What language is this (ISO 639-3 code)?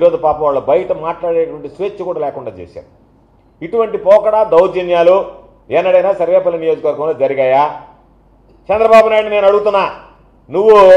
tel